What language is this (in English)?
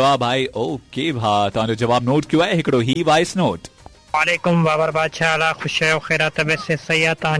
Sindhi